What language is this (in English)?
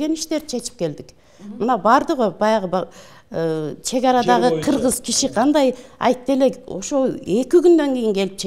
Kyrgyz